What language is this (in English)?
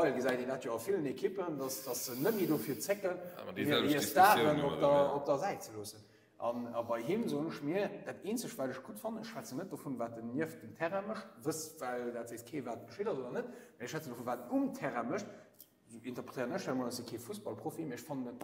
Luxembourgish